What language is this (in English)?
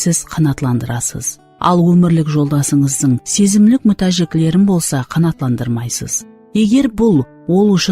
Kara-Kalpak